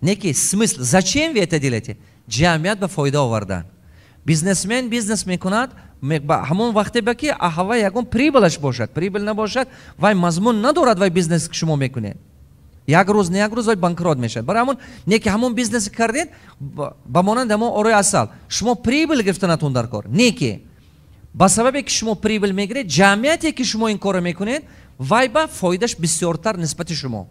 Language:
Tajik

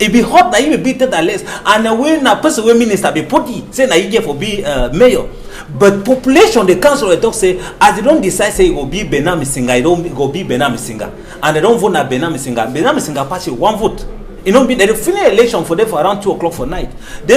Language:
Cameroon Pidgin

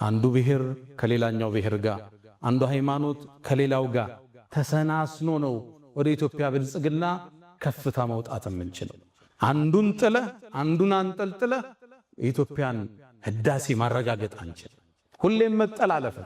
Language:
Amharic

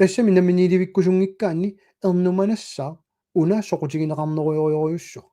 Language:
Kalaallisut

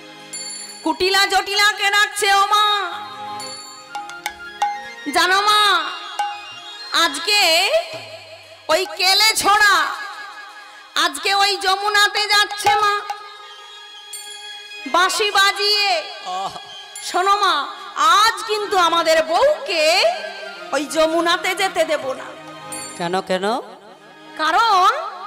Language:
Bangla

